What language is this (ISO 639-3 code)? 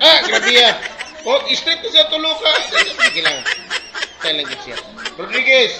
ceb